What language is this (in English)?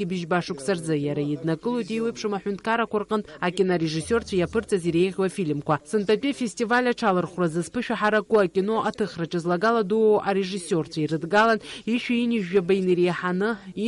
Abkhazian